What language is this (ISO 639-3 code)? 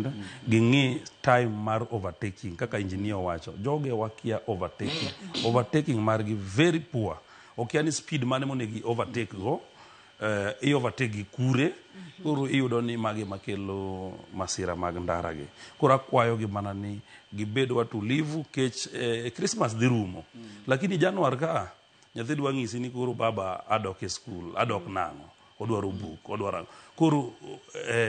luo